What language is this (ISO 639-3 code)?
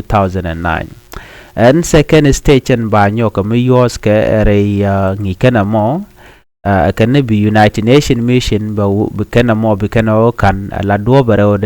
nus